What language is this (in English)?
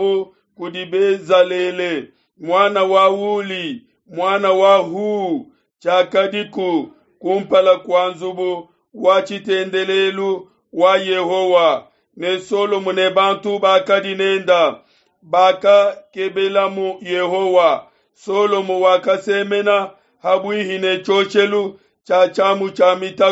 Luba-Lulua